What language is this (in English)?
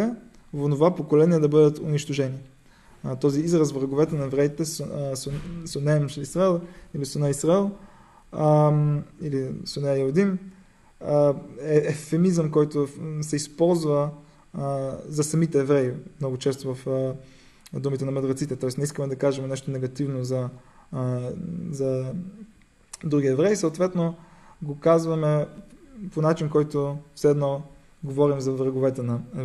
Bulgarian